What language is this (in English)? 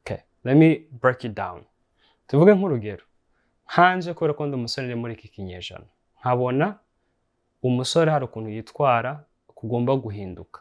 Kinyarwanda